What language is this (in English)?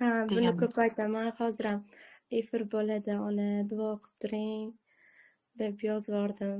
Uzbek